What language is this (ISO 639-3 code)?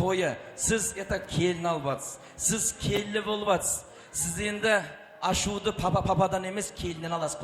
kaa